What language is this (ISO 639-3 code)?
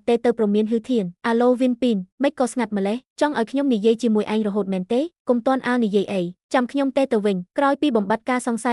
khm